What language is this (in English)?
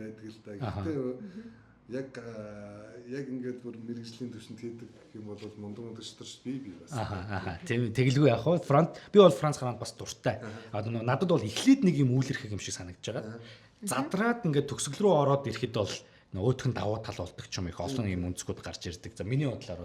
Mongolian